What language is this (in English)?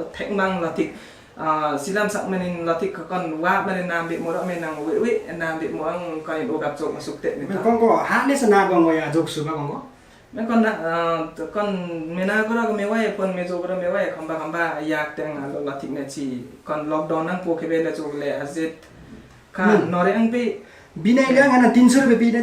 Limbu